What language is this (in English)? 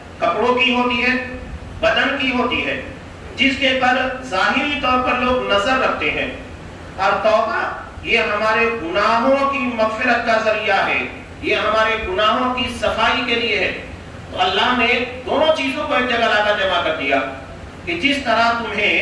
Urdu